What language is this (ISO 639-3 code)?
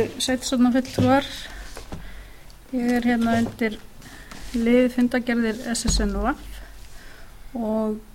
isl